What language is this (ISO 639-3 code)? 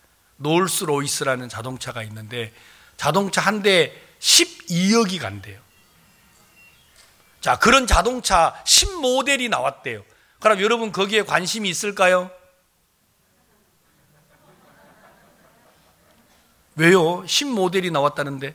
kor